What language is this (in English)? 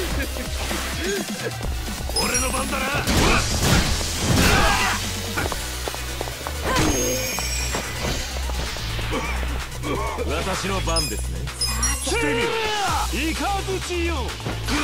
Japanese